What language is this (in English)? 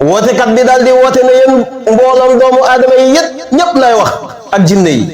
Wolof